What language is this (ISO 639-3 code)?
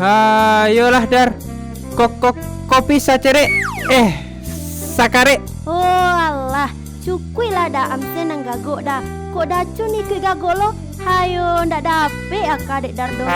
min